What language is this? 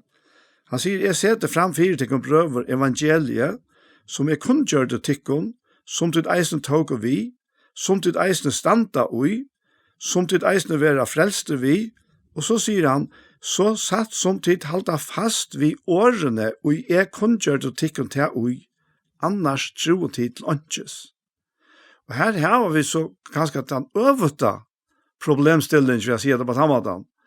Faroese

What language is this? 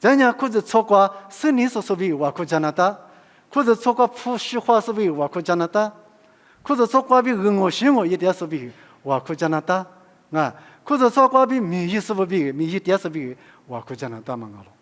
Lisu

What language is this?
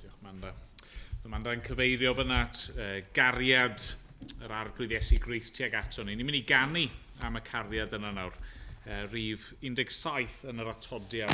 Welsh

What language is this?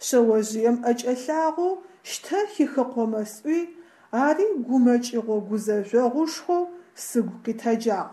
Adyghe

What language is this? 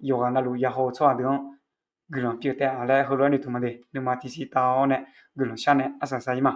Akha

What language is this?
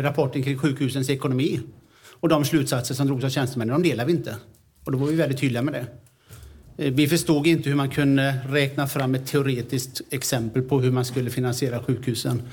Swedish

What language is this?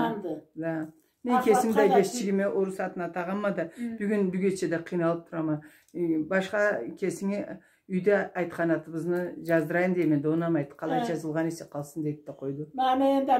Karachay-Balkar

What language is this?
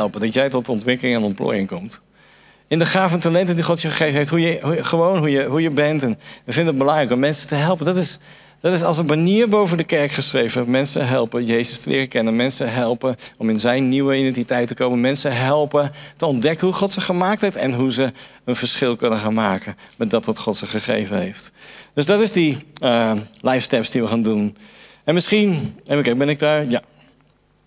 Dutch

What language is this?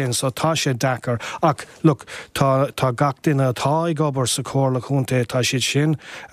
Irish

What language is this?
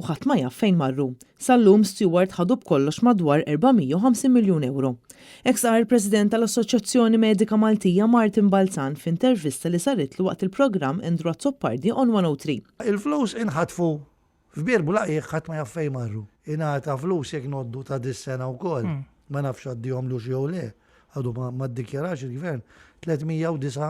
Maltese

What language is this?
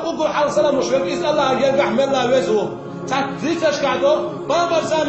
Chechen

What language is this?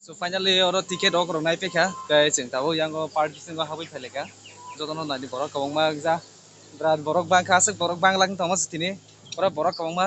Kok Borok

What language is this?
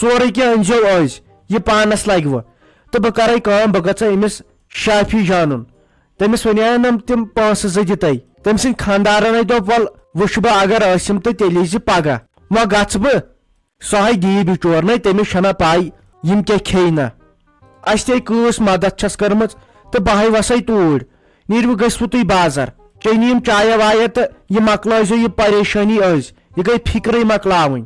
Kashmiri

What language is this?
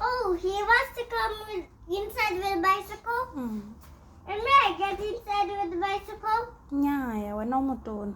Tswana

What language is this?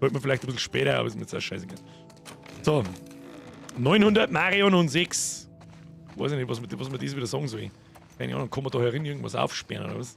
Bavarian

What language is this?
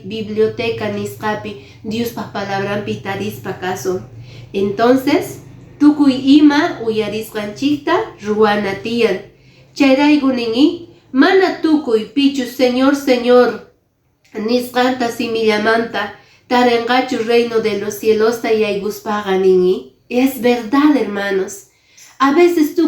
Quechua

